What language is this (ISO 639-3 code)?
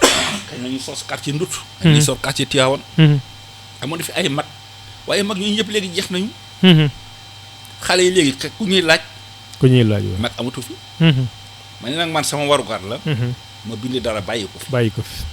wol